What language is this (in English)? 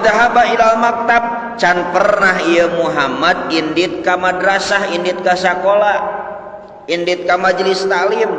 Sundanese